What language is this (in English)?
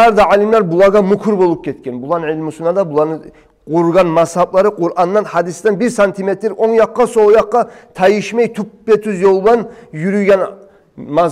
Kumyk